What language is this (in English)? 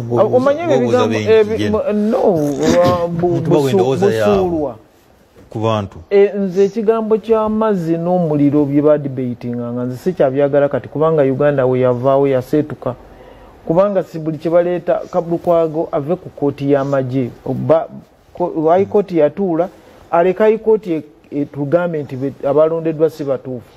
Ganda